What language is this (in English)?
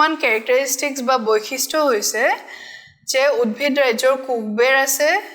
Assamese